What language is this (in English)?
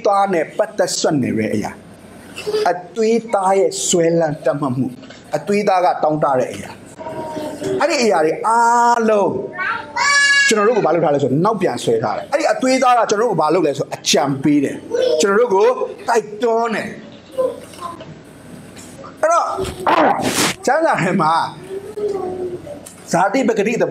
Burmese